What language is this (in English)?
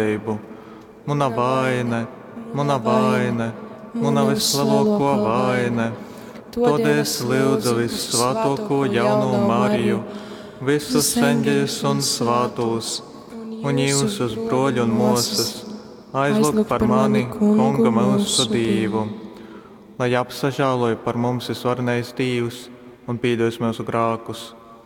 Latgalian